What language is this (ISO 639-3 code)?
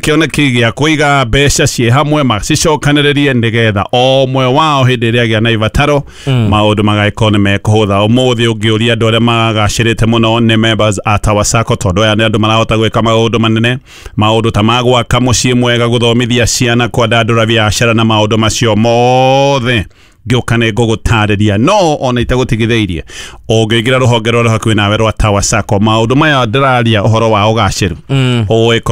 kik